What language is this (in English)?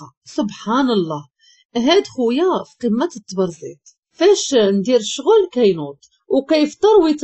Moroccan Arabic